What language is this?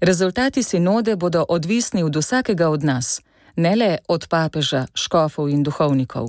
Slovenian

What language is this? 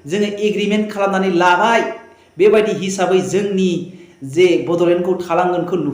Bodo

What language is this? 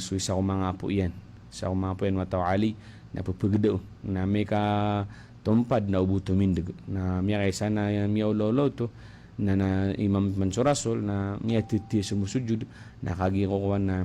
Maranao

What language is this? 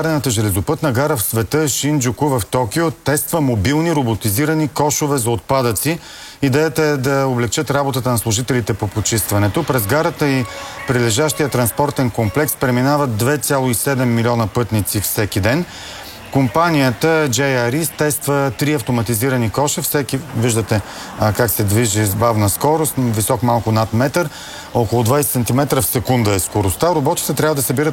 Bulgarian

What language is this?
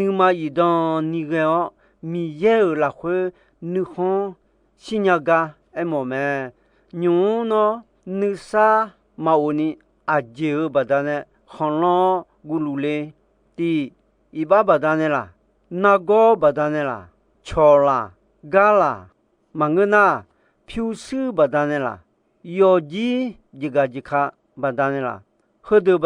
Akha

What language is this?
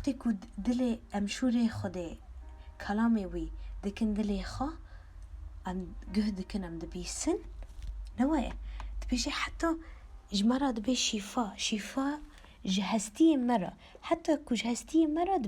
Kurdish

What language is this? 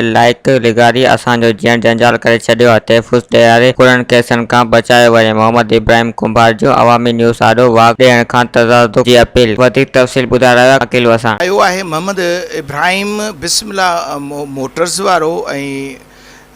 Sindhi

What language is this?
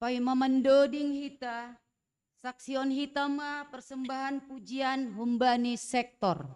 Batak Simalungun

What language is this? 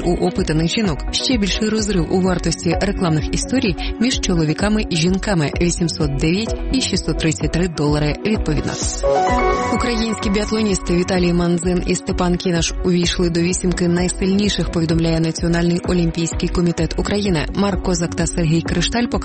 Ukrainian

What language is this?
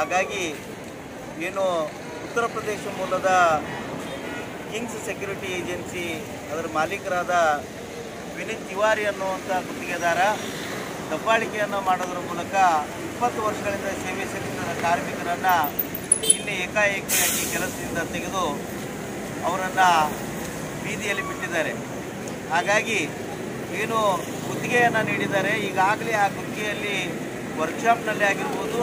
Kannada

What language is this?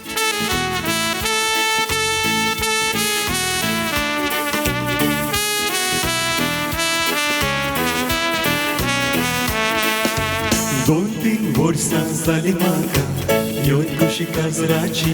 Konkani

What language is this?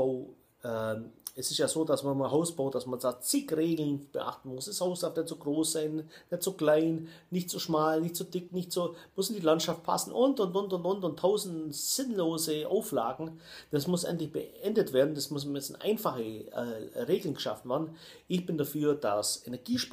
German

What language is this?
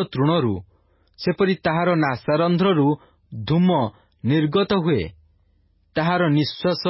Odia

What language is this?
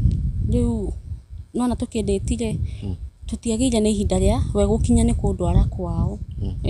Kikuyu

